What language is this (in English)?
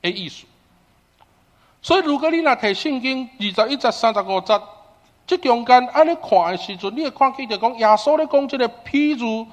Min Nan Chinese